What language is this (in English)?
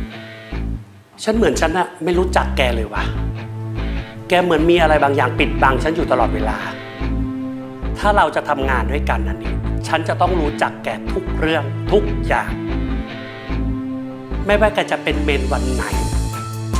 Thai